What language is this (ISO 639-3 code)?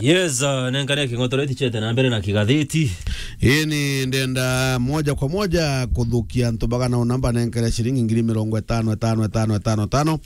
mer